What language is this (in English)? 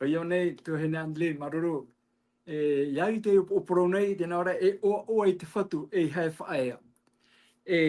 Tahitian